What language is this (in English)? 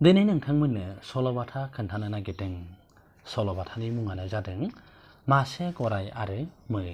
Bodo